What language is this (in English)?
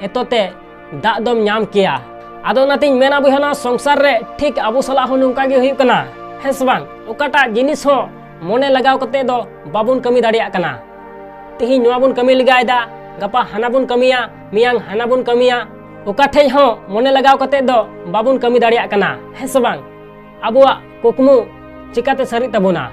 Santali